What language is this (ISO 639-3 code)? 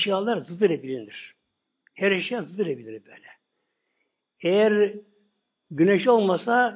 tur